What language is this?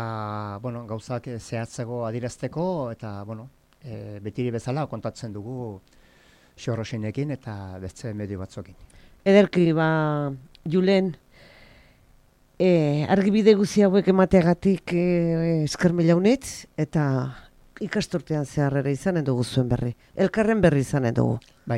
Basque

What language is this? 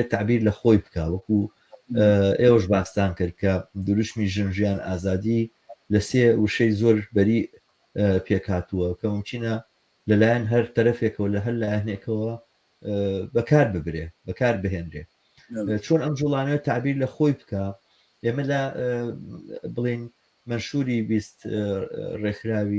Central Kurdish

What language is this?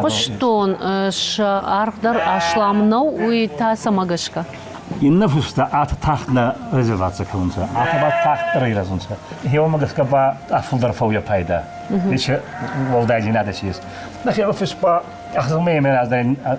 Ossetic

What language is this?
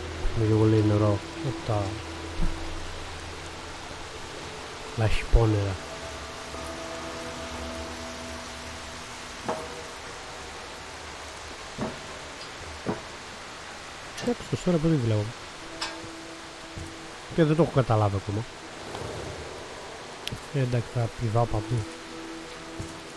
Greek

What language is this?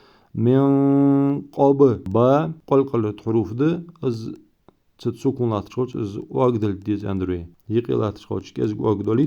Ingush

